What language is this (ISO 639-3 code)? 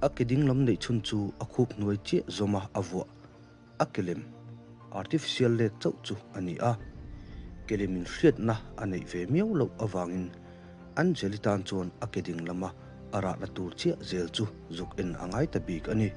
lus